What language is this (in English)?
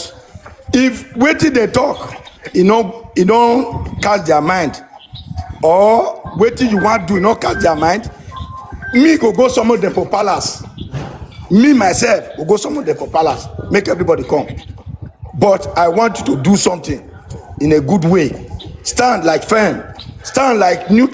Nigerian Pidgin